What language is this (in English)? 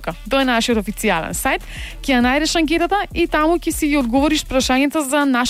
Macedonian